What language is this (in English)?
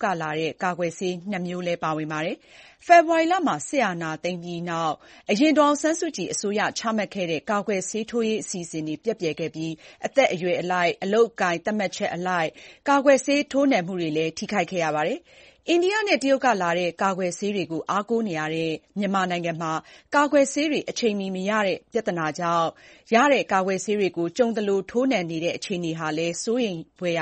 Burmese